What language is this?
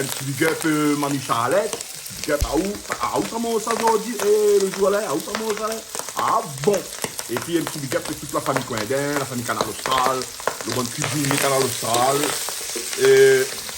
Réunion Creole French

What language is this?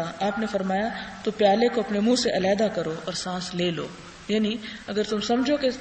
Urdu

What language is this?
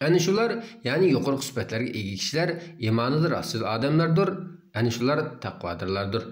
Uyghur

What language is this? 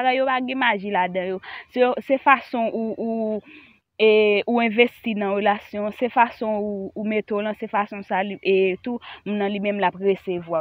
Haitian Creole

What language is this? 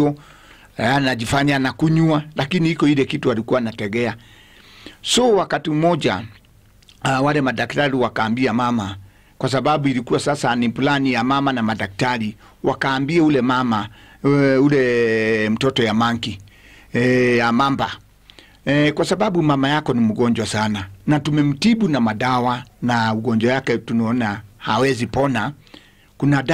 Swahili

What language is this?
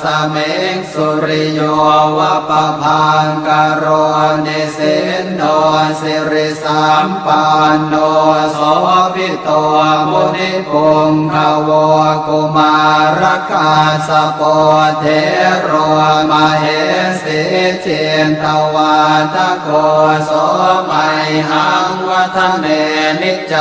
Pali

